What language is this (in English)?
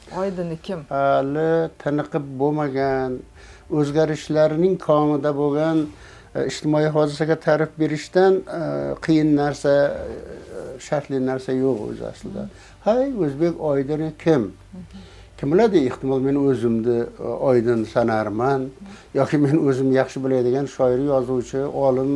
Uzbek